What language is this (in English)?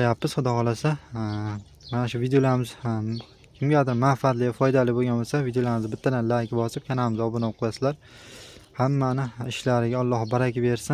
Uzbek